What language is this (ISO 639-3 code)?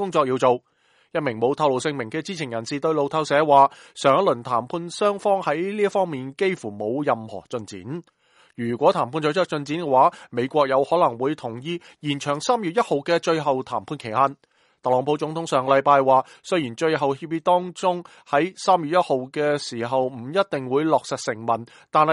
yue